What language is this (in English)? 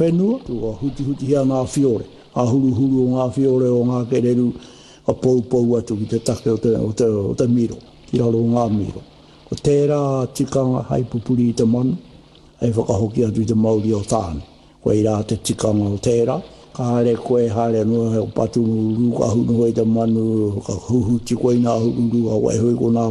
Māori